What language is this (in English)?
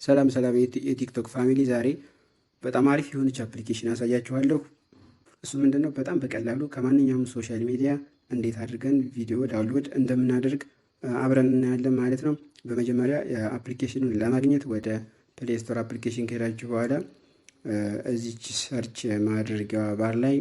Amharic